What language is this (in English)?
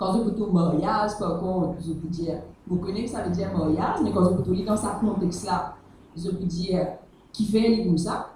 Morisyen